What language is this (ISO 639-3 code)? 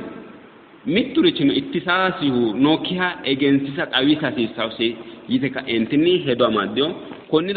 sid